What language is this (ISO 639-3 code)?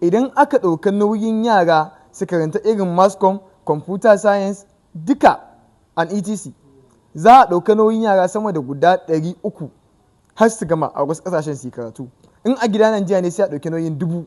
hau